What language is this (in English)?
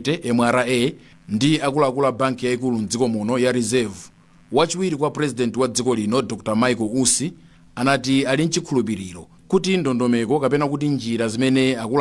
Nyanja